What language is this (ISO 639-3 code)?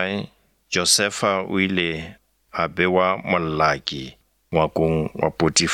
nso